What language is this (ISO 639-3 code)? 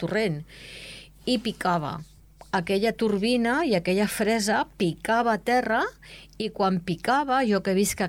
cat